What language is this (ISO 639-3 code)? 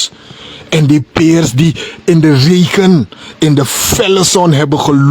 srn